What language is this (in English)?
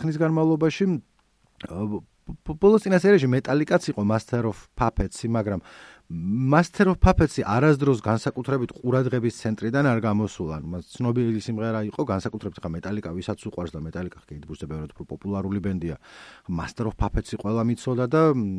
Georgian